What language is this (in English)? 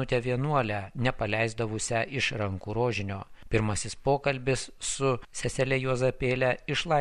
Lithuanian